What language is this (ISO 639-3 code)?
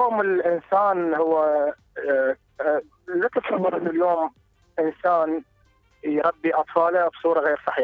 acm